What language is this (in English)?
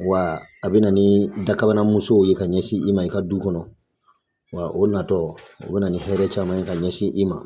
Bambara